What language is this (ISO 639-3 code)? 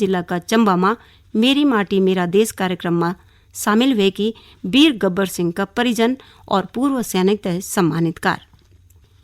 gbm